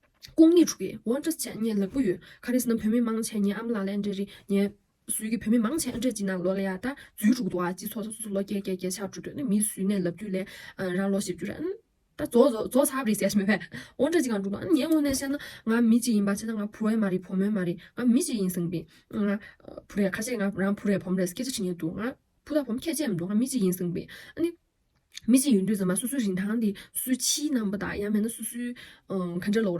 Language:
Tibetan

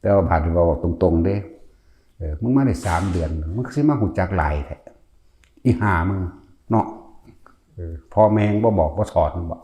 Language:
Northeastern Thai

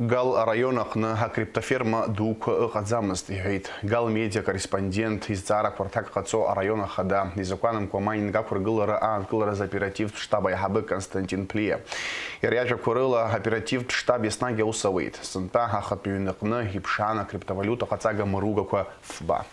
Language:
Abkhazian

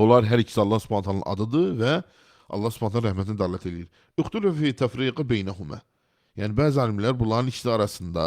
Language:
Azerbaijani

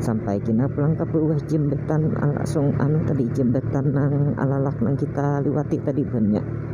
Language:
Banjar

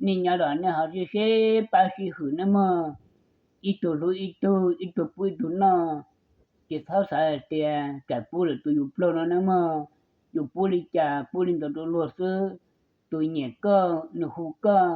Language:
Hmong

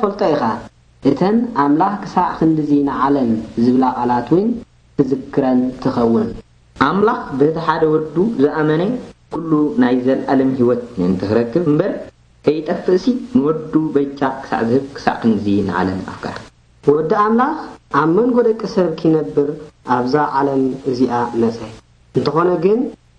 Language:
Tigrinya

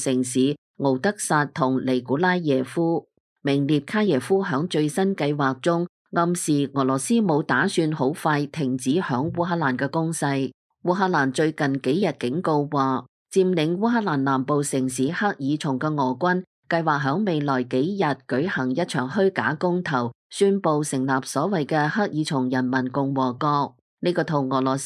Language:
Cantonese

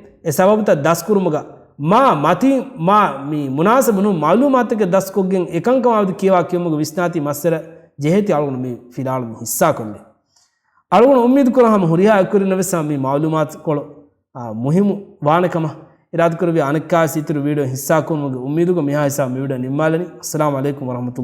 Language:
Divehi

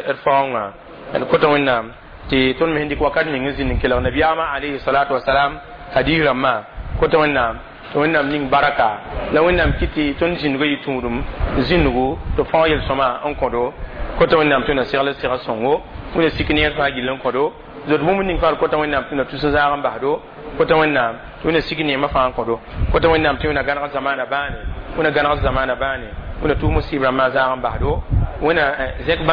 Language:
Mossi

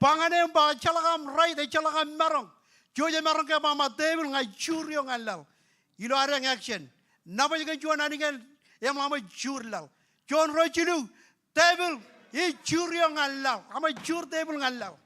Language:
Marshallese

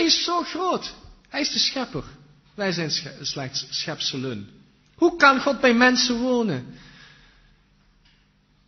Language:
Dutch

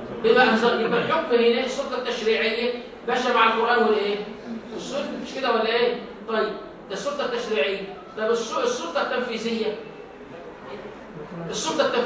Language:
Egyptian Arabic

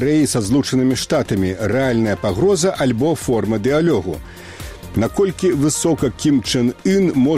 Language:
Belarusian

